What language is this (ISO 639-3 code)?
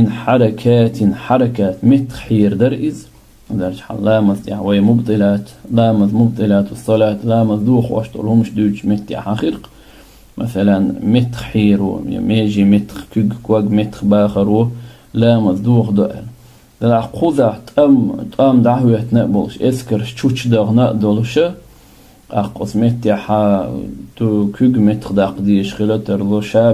che